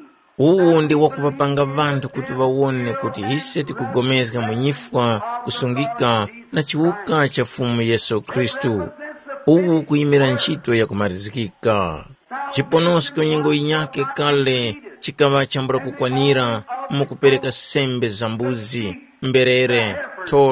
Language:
Tumbuka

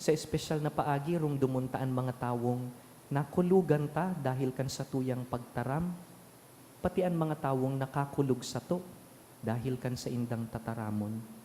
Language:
Bikol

